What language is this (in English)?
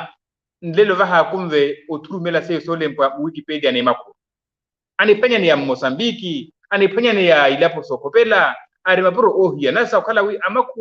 Makhuwa